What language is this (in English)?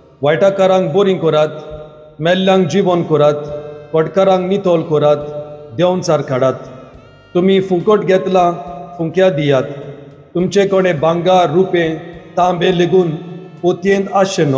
Konkani